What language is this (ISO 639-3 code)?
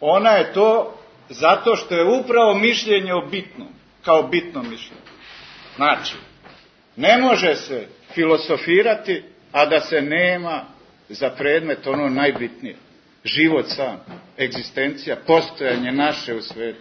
srp